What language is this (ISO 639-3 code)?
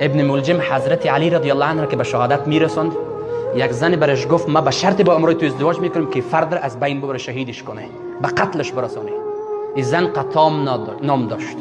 fas